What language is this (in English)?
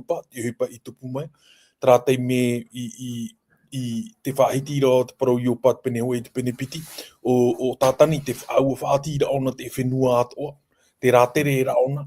Tahitian